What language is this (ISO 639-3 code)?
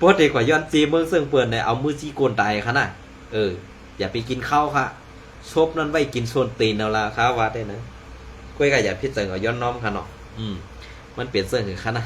shn